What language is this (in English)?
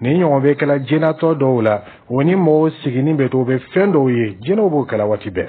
Dyula